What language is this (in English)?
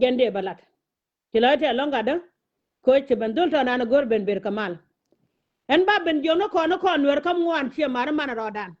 Nuer